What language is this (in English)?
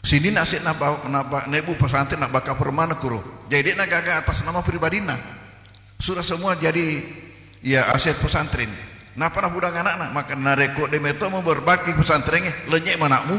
Buginese